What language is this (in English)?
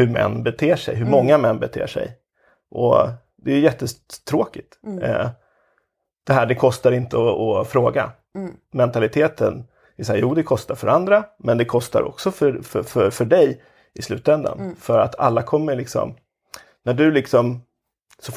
Swedish